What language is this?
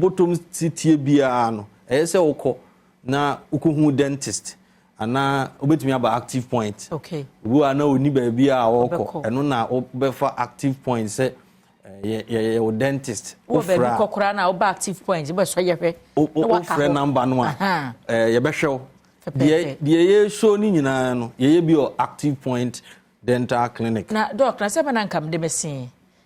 Akan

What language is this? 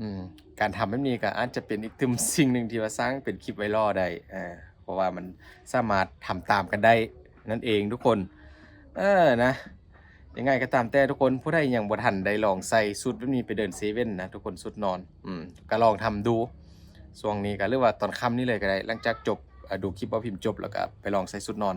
Lao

